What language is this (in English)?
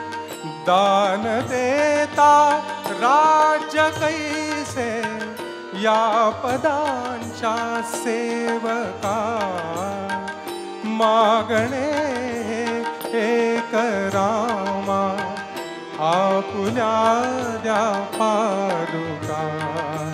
Marathi